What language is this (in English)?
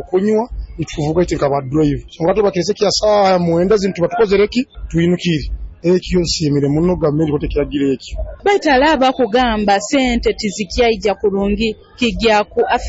Nyoro